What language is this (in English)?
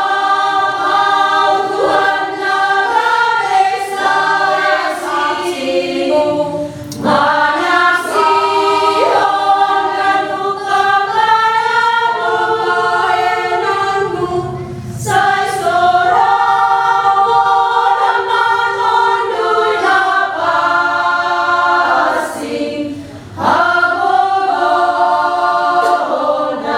Batak Simalungun